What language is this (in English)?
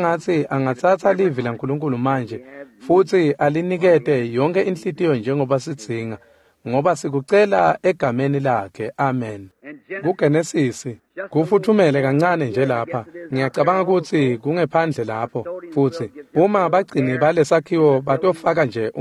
Swati